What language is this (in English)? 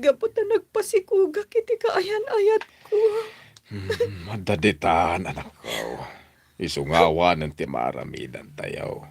Iloko